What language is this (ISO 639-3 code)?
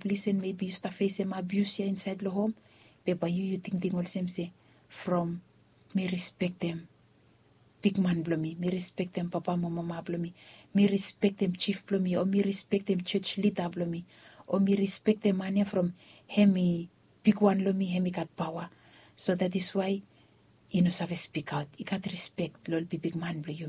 bis